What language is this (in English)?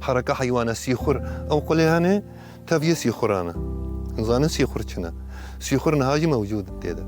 Kurdish